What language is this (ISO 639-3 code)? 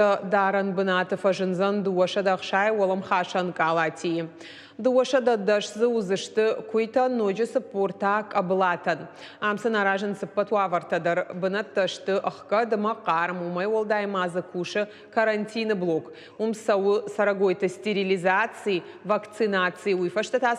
oss